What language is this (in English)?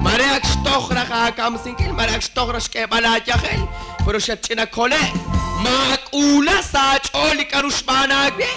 Kekchí